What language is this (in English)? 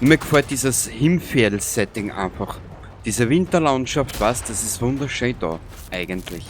Bavarian